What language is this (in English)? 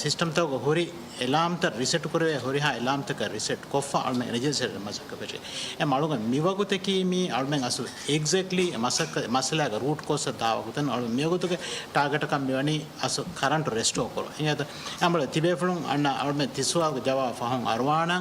Divehi